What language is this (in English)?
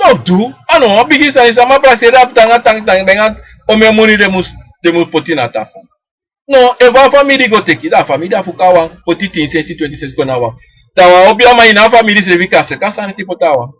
Sranan Tongo